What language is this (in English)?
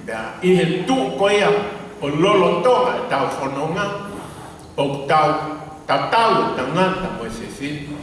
Tongan